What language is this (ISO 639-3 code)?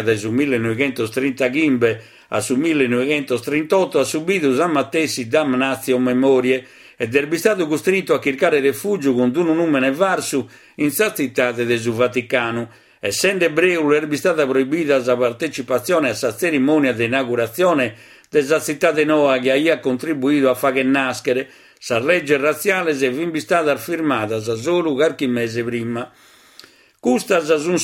srd